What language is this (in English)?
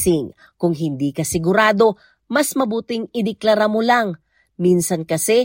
Filipino